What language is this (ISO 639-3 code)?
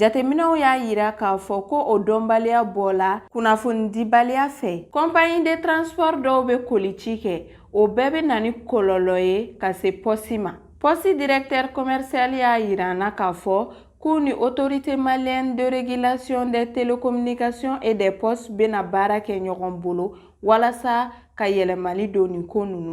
bam